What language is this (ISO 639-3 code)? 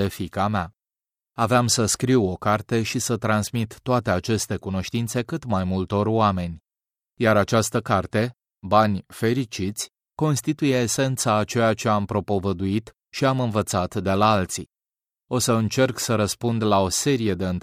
ron